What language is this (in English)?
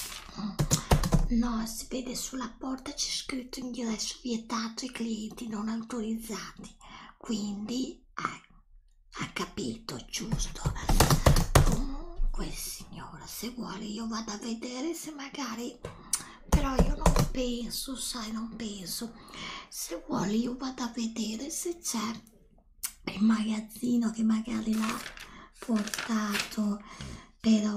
Italian